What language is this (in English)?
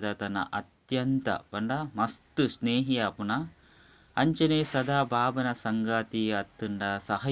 Tulu